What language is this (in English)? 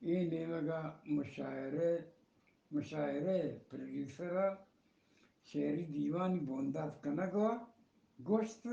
Eastern Balochi